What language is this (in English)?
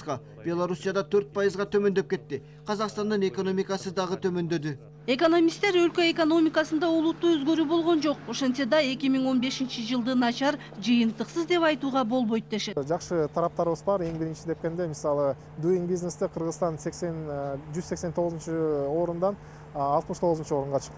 Kyrgyz